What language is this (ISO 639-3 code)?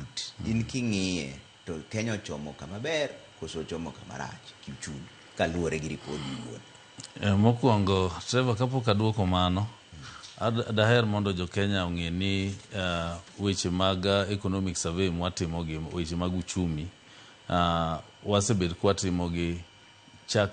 luo